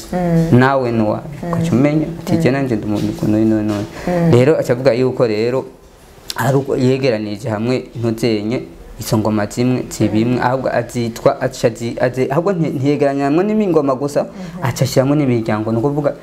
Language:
Rundi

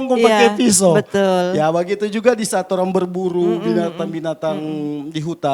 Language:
Manado Malay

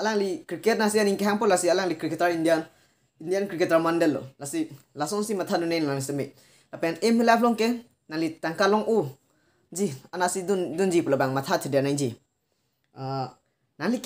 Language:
Karbi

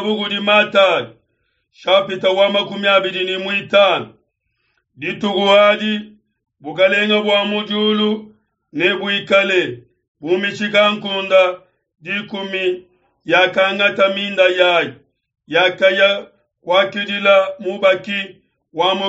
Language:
Luba-Lulua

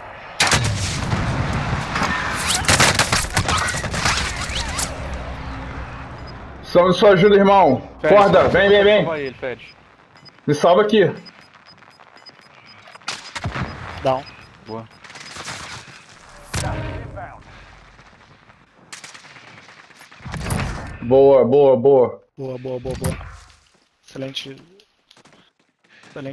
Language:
Portuguese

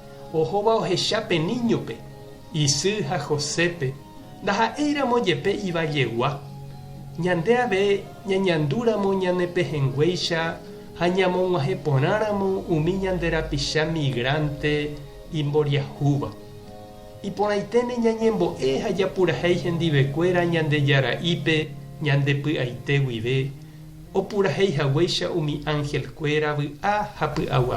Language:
Guarani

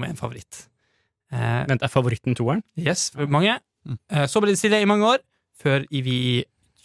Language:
Norwegian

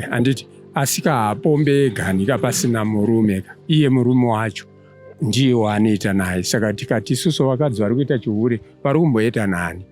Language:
Shona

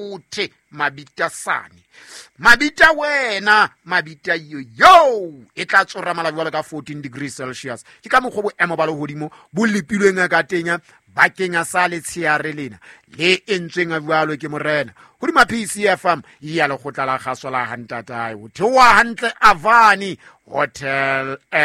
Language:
Southern Sotho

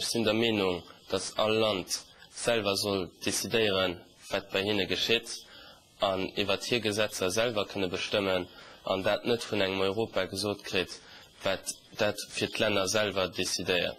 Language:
Luxembourgish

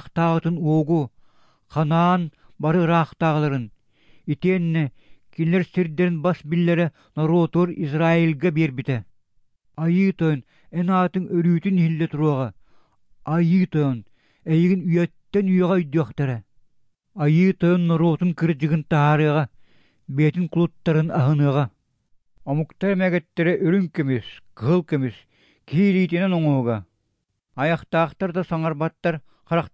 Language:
Yakut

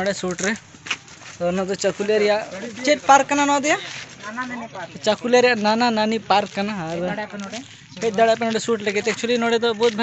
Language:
Santali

